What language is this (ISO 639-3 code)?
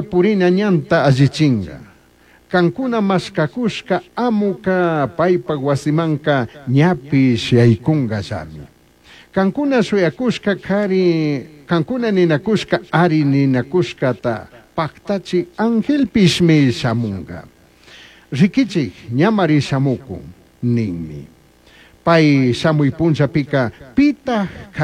qug